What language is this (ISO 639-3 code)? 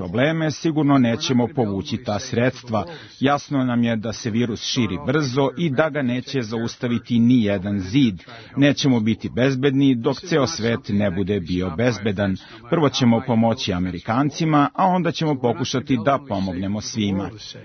srp